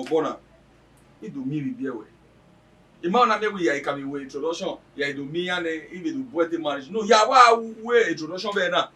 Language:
Bini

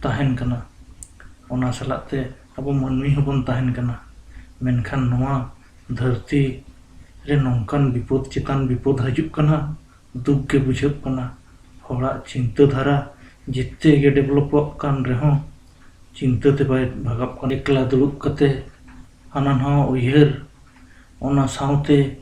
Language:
Santali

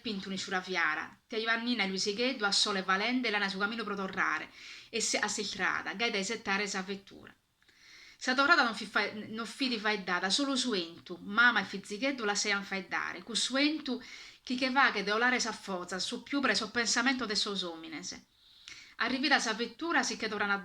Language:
Sardinian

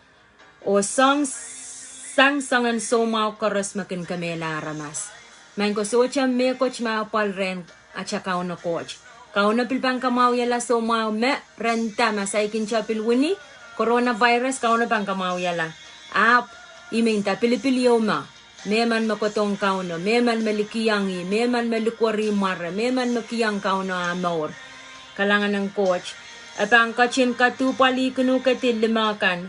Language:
Pohnpeian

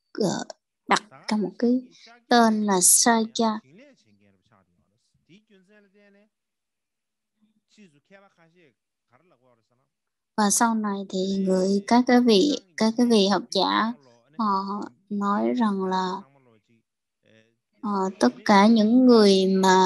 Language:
Vietnamese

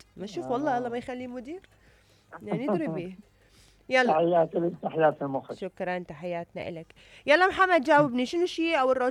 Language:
Mesopotamian Arabic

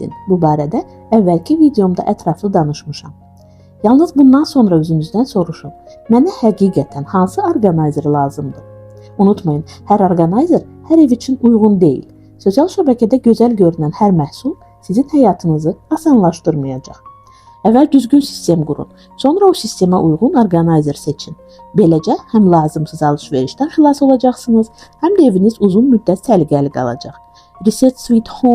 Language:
Azerbaijani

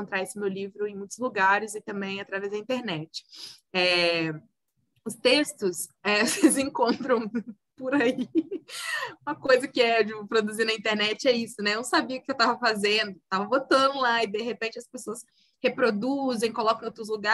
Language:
Portuguese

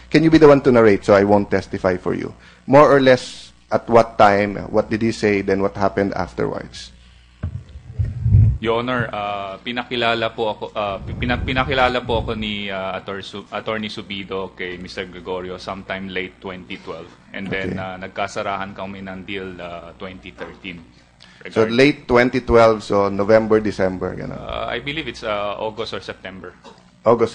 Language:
Filipino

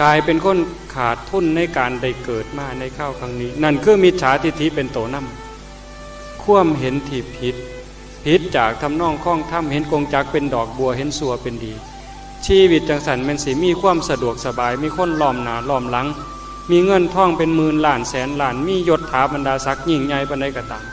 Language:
Northeastern Thai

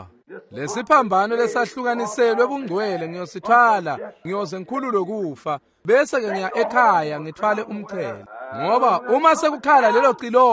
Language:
Swati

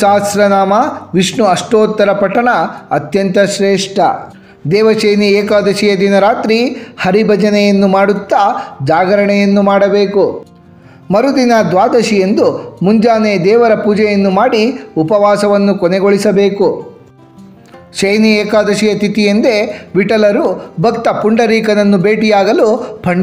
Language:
Kannada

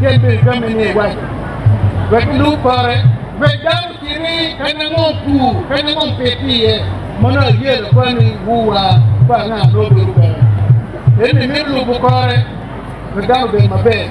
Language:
Acoli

